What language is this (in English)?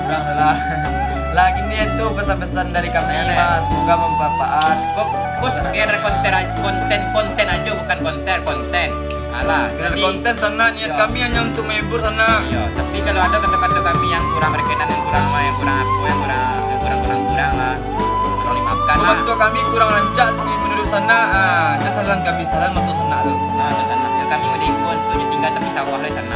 Minangkabau